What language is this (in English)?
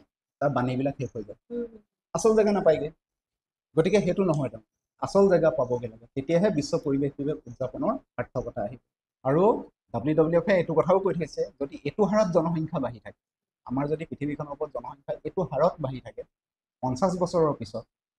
Assamese